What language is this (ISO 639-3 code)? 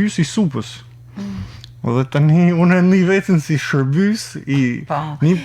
sqi